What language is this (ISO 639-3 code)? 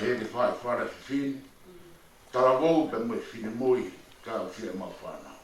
ton